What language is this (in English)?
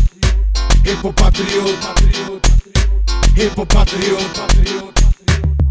Swedish